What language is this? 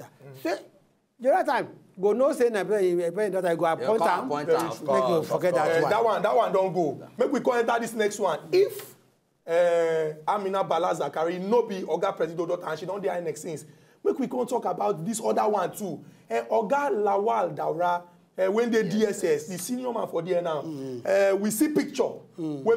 Nigerian Pidgin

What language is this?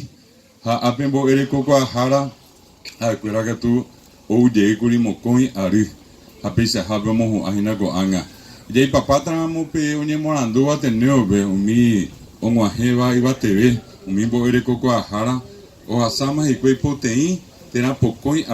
Guarani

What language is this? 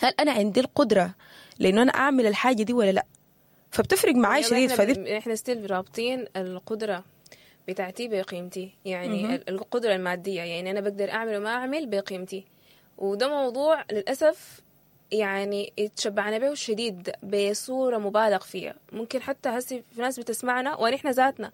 Sudanese Arabic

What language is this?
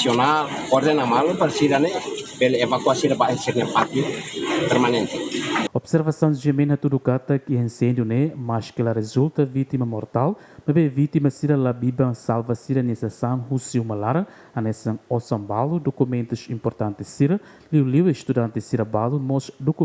Tetum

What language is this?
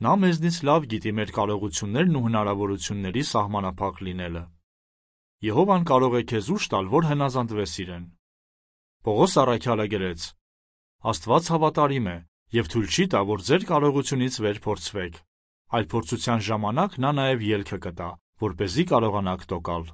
Armenian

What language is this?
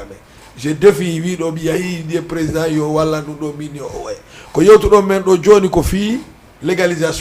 Fula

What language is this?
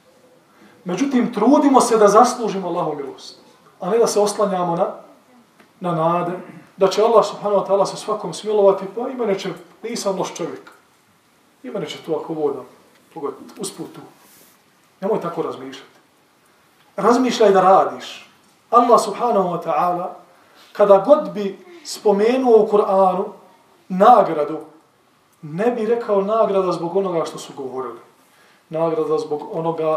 Bosnian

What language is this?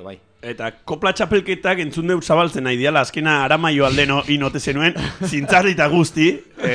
Basque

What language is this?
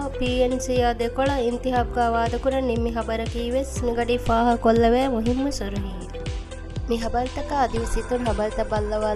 Divehi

